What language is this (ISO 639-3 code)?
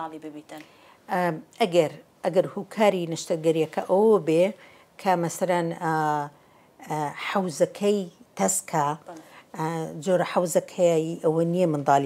ckb